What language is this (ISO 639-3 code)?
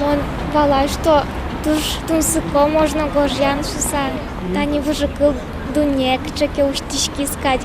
udm